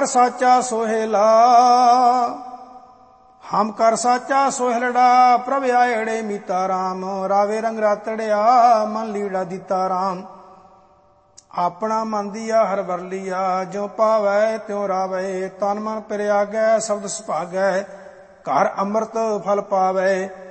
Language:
Punjabi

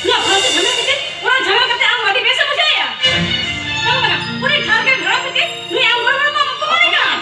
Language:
Santali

